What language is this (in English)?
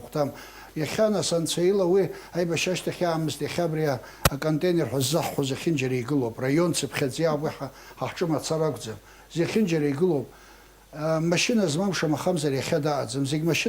Abkhazian